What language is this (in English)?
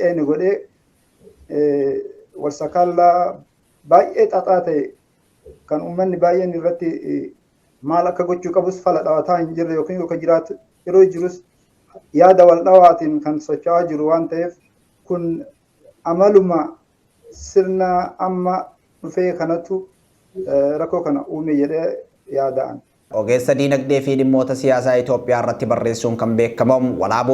Oromo